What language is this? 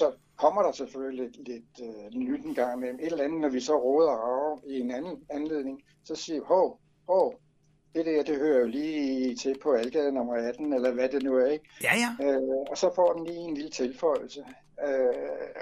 Danish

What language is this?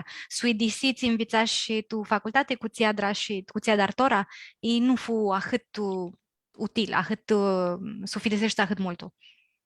Aromanian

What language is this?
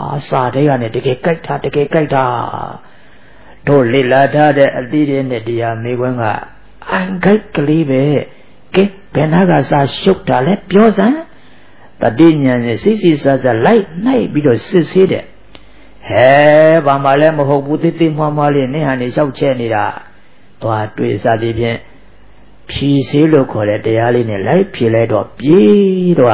Burmese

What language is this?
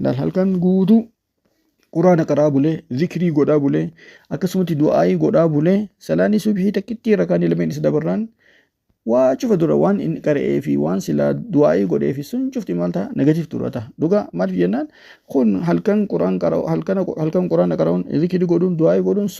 Oromo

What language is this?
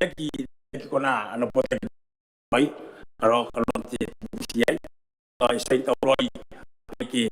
Gilbertese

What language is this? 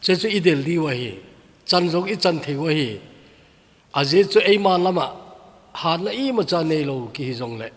Thado Chin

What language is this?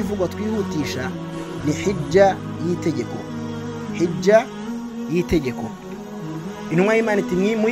Kinyarwanda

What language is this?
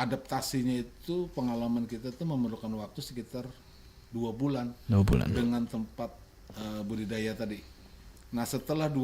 Banjar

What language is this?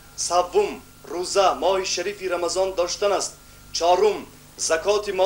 Tajik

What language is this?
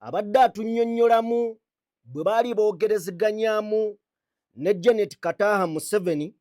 Ganda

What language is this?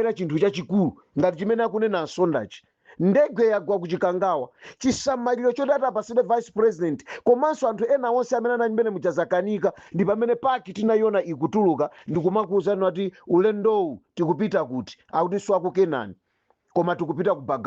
Nyanja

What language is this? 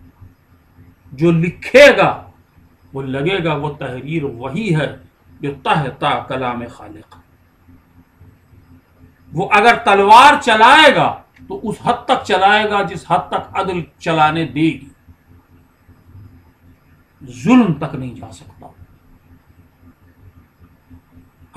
Urdu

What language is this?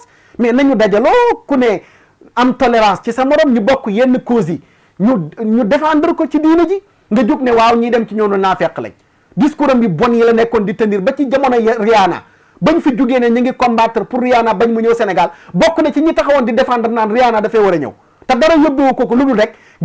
Wolof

